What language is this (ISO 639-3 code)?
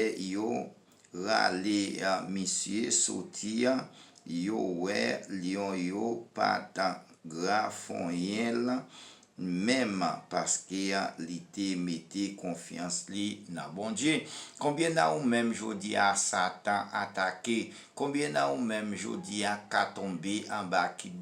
hat